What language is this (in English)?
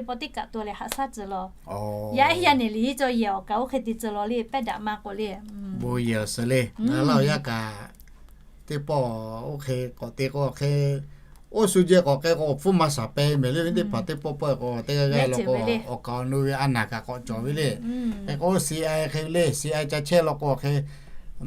Lahu